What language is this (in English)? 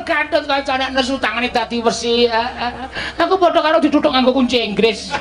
Javanese